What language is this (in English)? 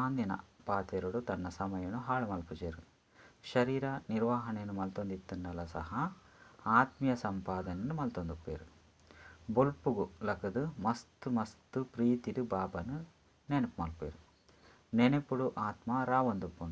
Tulu